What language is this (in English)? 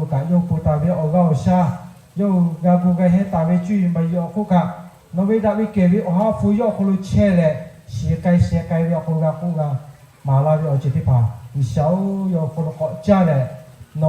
Lahu